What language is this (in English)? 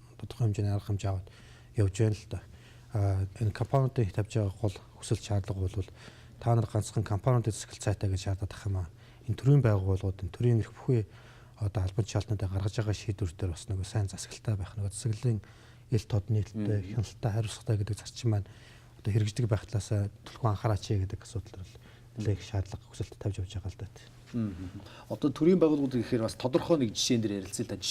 Mongolian